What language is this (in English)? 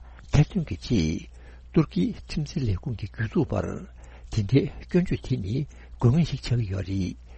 Tibetan